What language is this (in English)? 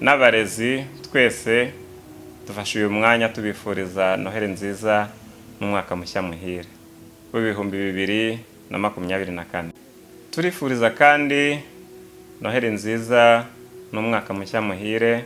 Kinyarwanda